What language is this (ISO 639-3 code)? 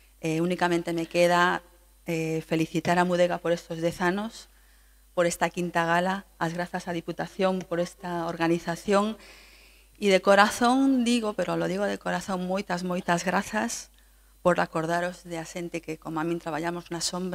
glg